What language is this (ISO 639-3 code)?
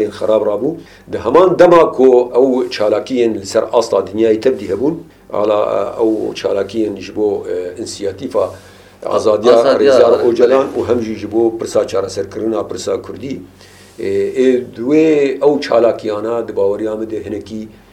kur